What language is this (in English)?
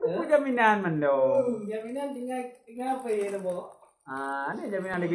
Achinese